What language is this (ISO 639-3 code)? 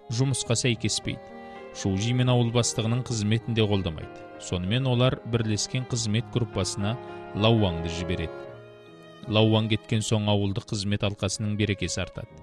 kaz